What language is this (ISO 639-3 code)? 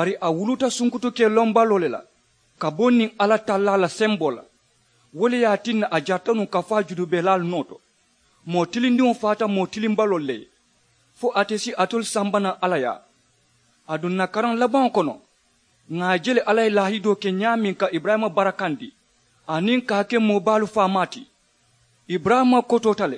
man